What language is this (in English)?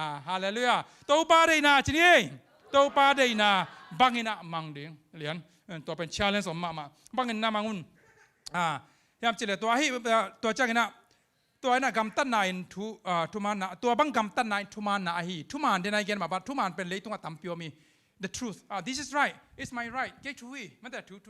Tedim Chin